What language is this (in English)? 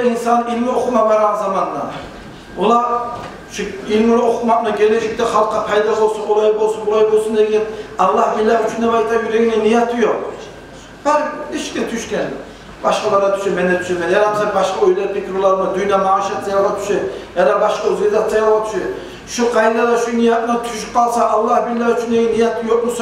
Kumyk